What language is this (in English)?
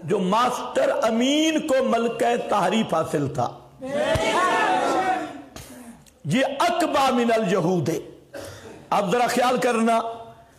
Urdu